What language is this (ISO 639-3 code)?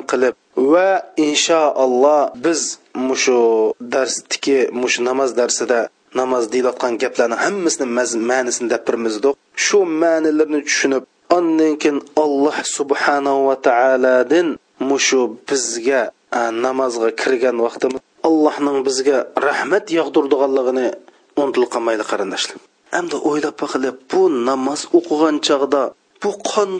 uig